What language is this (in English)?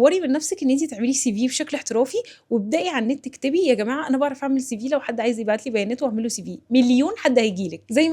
Egyptian Arabic